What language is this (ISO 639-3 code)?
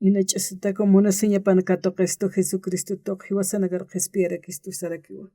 aym